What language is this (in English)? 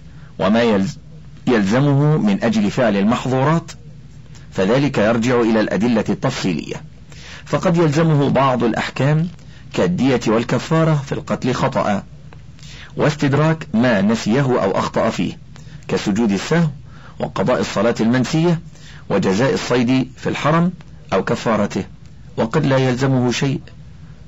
Arabic